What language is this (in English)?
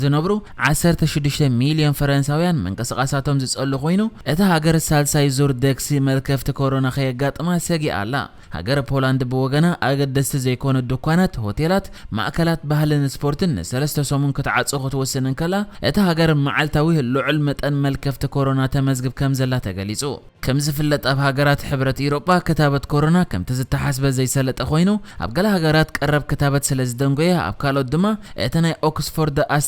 Tigrinya